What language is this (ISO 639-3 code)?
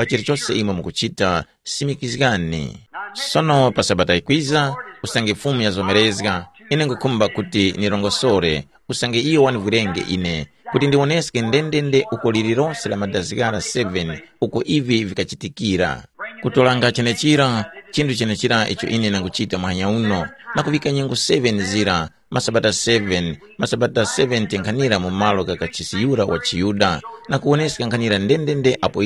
tum